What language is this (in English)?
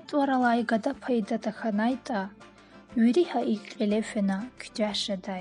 Lezghian